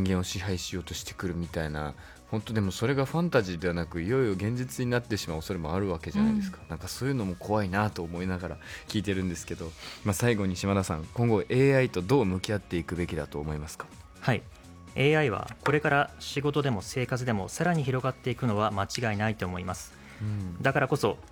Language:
Japanese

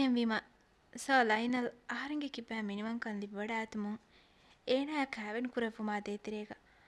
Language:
Divehi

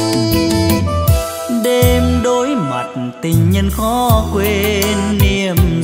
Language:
Vietnamese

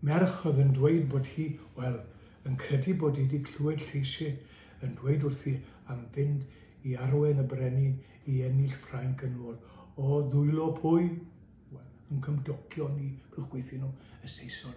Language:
Welsh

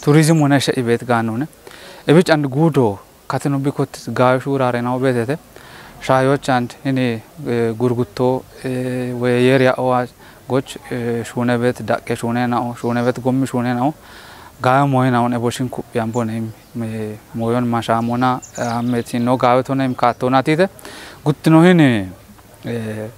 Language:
Kafa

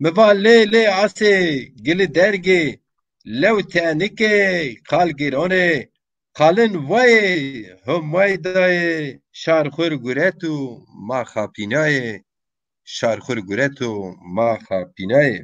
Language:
Zaza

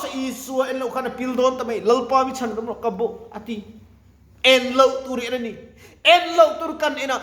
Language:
Mizo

